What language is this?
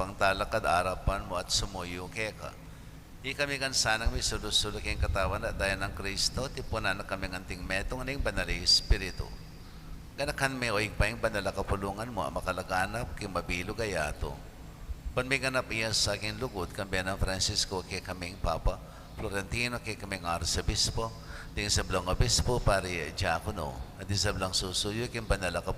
Pampanga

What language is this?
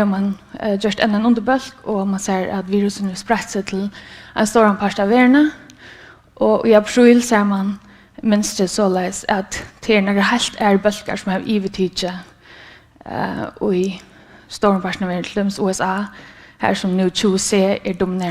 Faroese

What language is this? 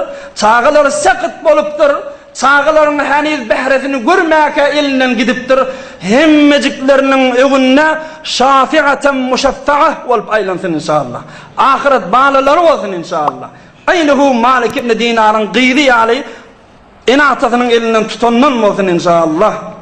Turkmen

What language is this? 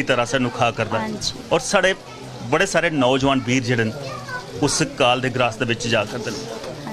Dogri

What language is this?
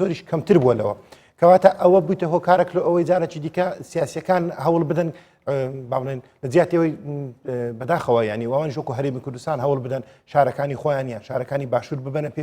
Central Kurdish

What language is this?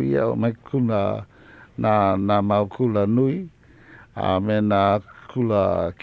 Hawaiian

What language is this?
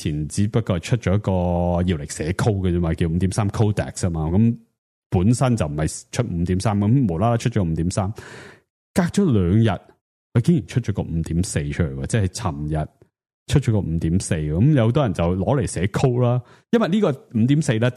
Cantonese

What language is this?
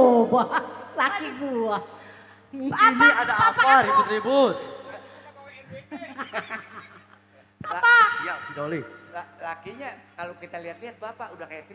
Betawi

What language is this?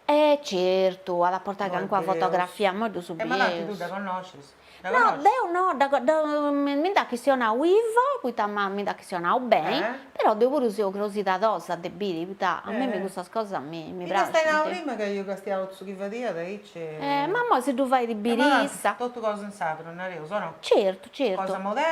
Sardinian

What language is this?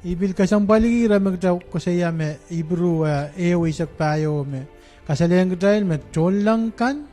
Pohnpeian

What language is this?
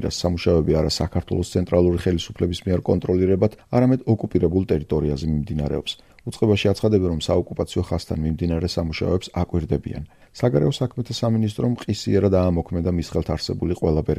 Georgian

